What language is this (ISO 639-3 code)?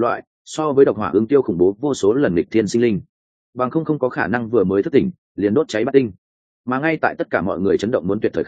vie